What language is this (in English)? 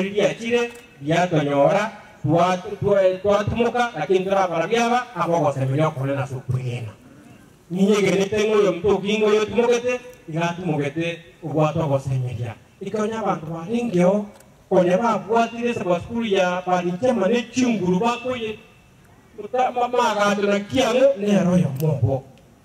Swahili